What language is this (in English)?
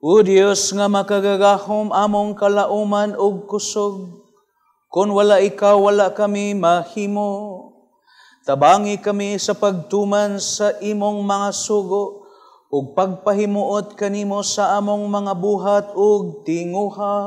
Cebuano